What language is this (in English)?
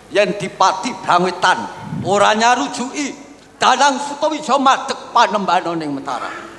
Javanese